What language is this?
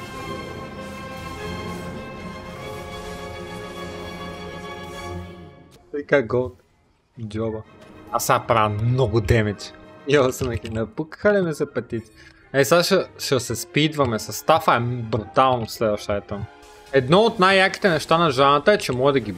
Bulgarian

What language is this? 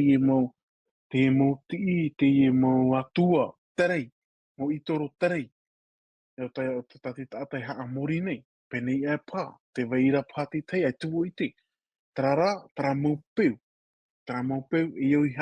Tahitian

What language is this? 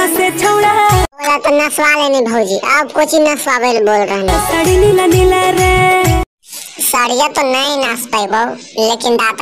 Magahi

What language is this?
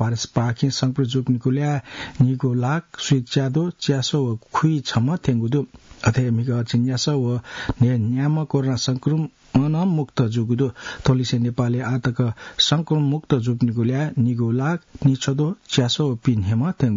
Newari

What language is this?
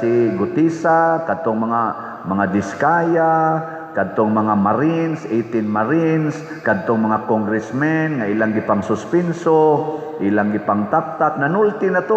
Cebuano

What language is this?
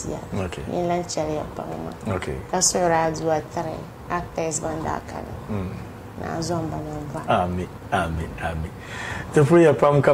Dagbani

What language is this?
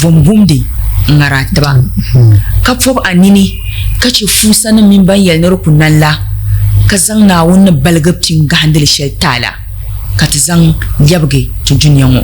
Dagbani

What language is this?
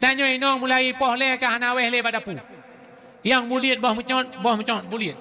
Achinese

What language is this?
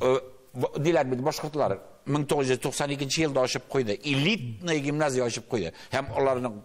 Tatar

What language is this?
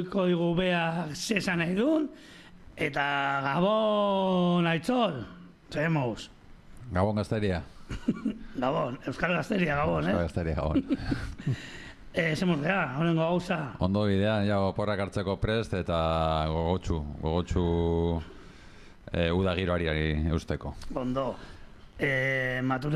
Basque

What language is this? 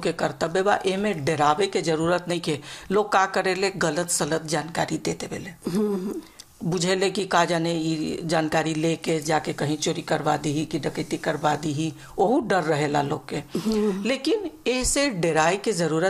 Bhojpuri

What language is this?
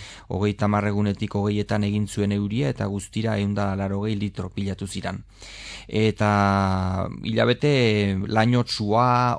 Basque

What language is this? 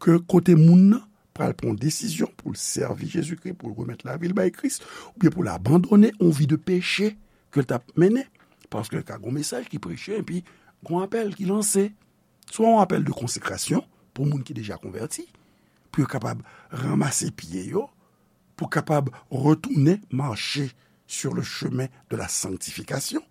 Haitian Creole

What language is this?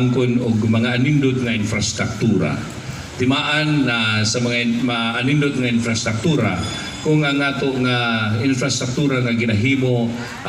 Cebuano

